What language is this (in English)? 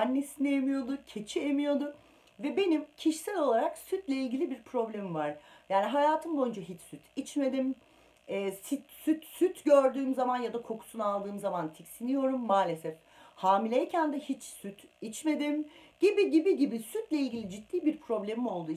Turkish